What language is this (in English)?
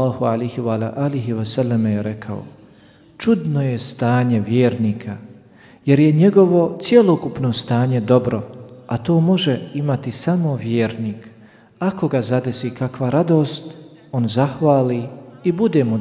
Bosnian